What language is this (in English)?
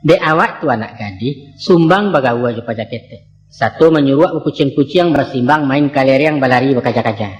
Minangkabau